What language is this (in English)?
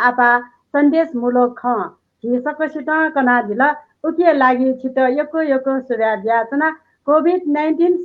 Newari